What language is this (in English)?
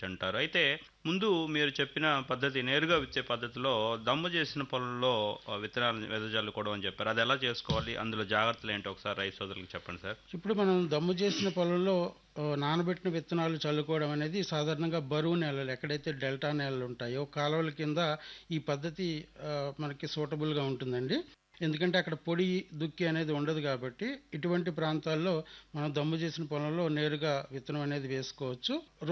Telugu